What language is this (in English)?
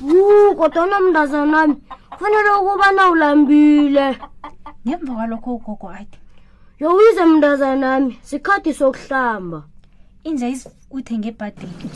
South Ndebele